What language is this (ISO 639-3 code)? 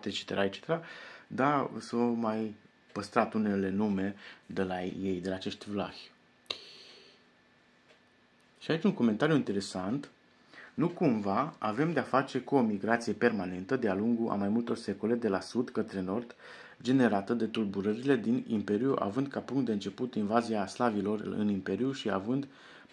ron